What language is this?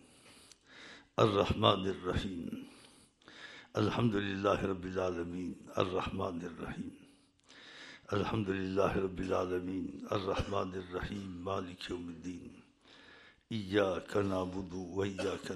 Urdu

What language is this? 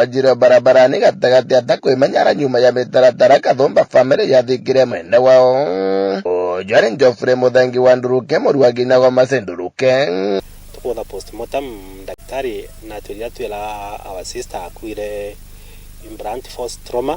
Meru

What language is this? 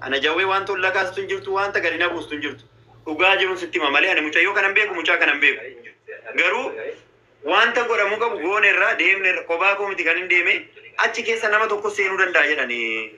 Oromo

